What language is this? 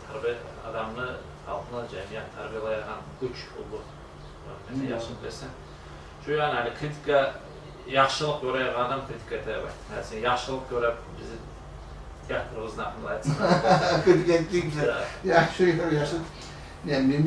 Kumyk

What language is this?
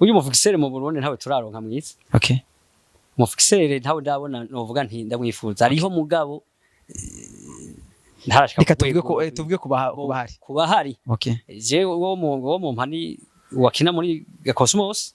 Rundi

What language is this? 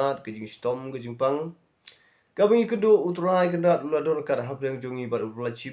Khasi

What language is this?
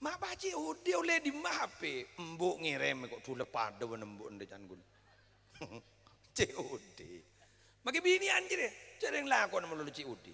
Madurese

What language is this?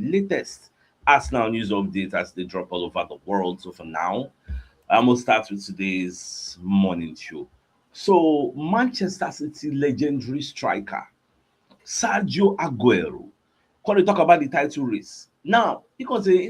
Nigerian Pidgin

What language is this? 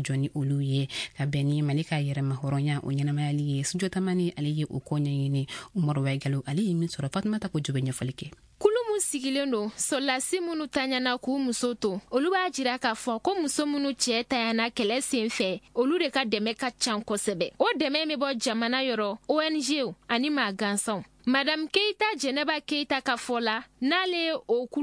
Bambara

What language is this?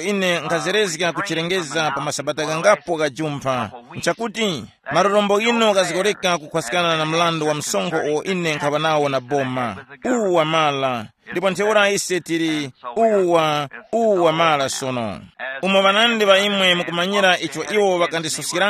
Tumbuka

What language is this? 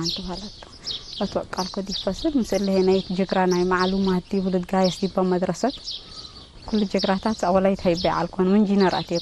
Tigre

